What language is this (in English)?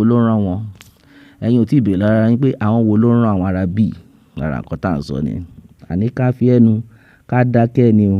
Yoruba